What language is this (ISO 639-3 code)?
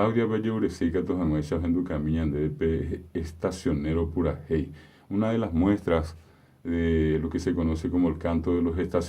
grn